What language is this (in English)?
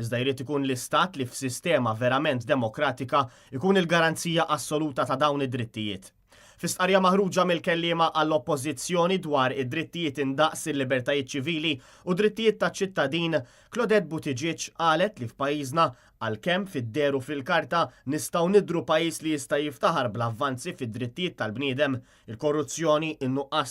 Maltese